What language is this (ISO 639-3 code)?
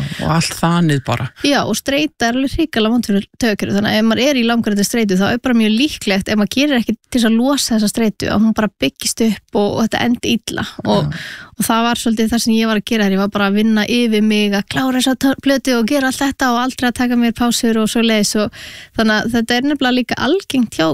isl